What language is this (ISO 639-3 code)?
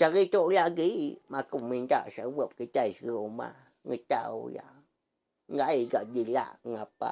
iba